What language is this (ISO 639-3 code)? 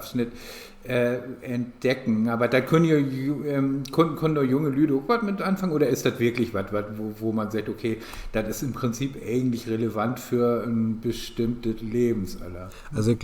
nds